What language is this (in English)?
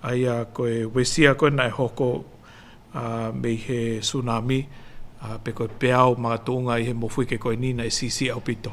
Tongan